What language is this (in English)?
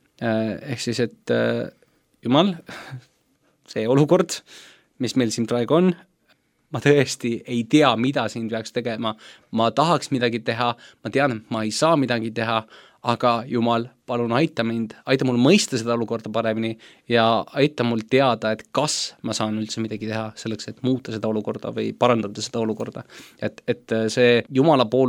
Estonian